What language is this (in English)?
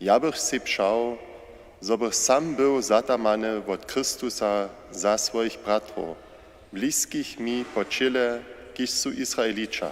Upper Sorbian